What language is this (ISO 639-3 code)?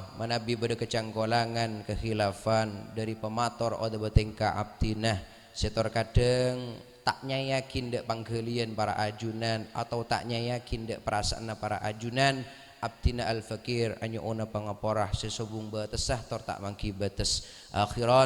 mad